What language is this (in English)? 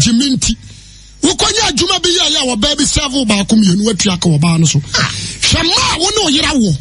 Akan